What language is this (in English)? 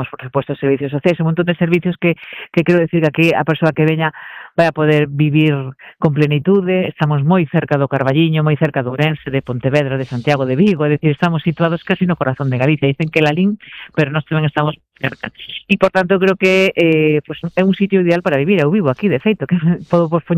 Galician